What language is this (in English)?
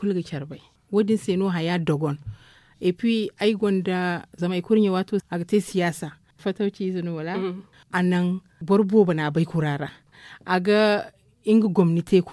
Zarma